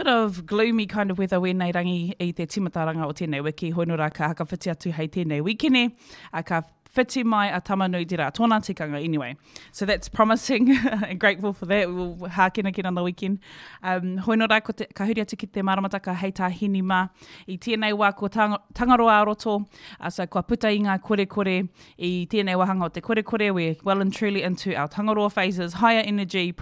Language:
Māori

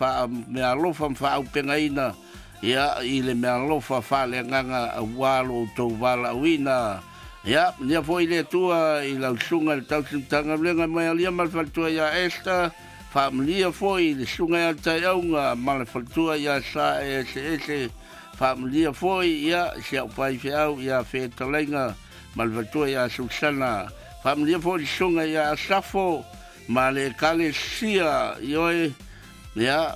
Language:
Samoan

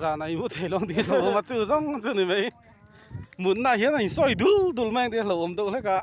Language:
Mizo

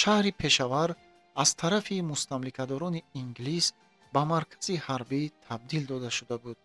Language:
Tajik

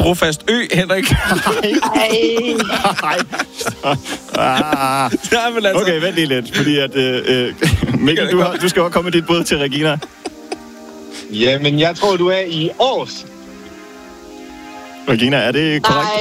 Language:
Danish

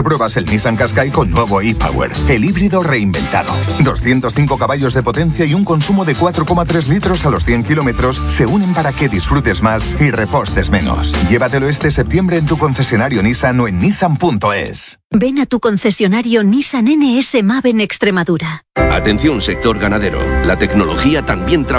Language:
Spanish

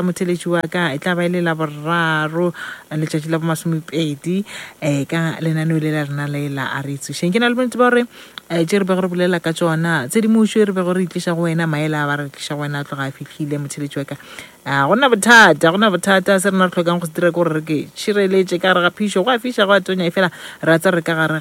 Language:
Northern Sotho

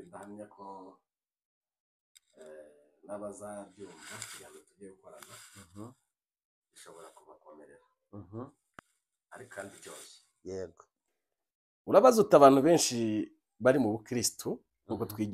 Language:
Kinyarwanda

